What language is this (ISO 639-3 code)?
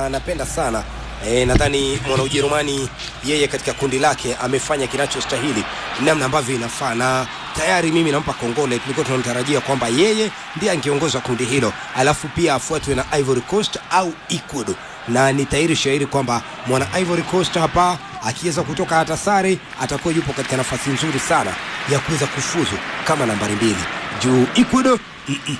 swa